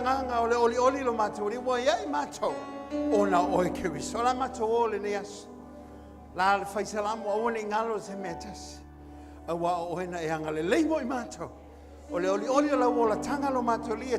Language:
Samoan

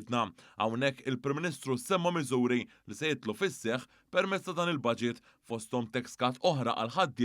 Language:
Maltese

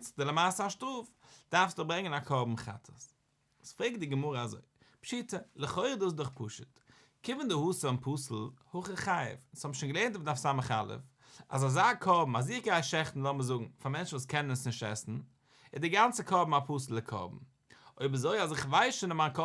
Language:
Yiddish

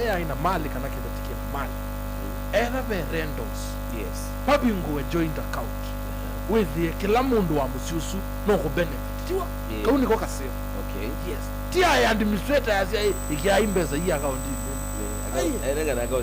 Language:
Kamba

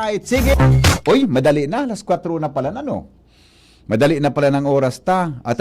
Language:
Bikol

